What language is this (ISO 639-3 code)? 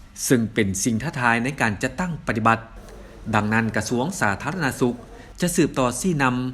lao